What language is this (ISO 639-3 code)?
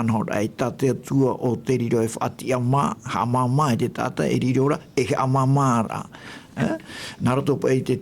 tah